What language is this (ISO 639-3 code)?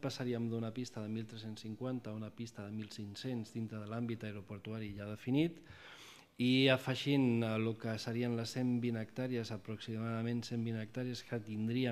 cat